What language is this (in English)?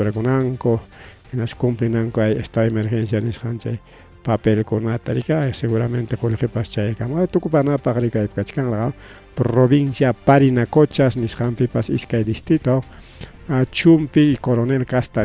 Ayacucho Quechua